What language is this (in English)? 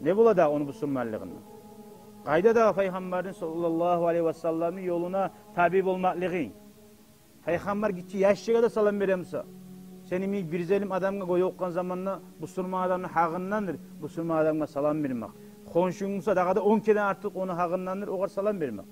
Kumyk